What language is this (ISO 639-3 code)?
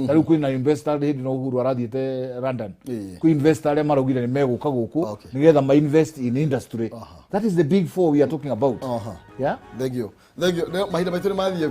kik